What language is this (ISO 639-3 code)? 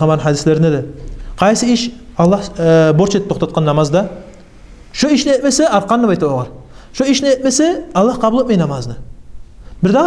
kum